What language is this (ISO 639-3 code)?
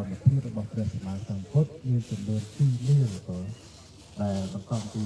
khm